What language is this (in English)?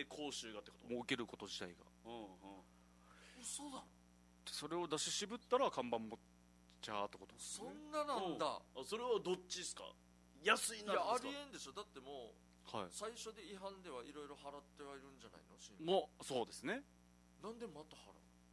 Japanese